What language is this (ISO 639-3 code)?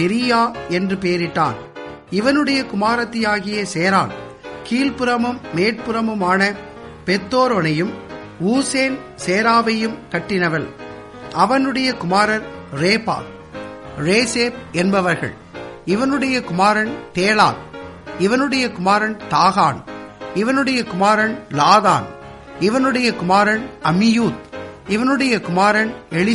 tam